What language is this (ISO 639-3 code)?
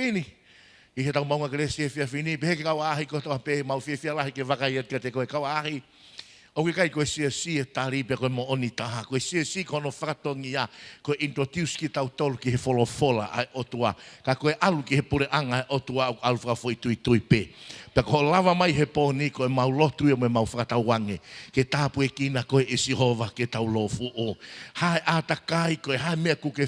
ton